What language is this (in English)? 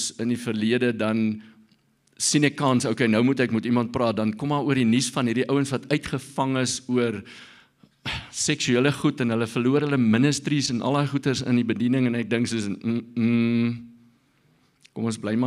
Afrikaans